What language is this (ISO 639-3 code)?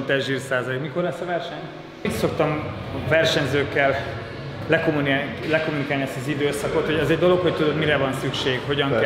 hun